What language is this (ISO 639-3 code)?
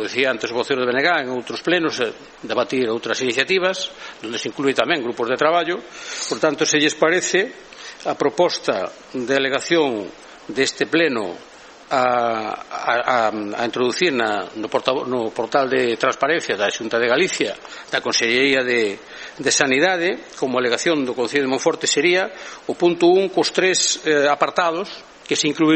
glg